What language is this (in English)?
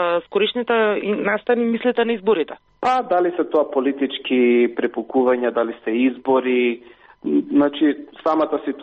Macedonian